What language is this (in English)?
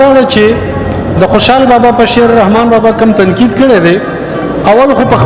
Pashto